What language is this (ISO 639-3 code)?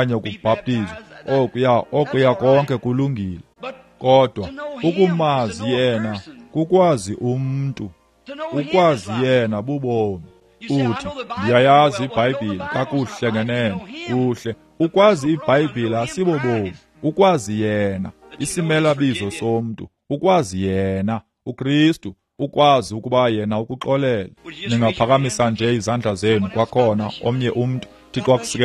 xho